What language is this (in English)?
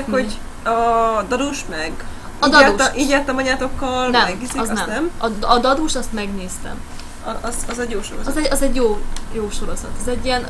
Hungarian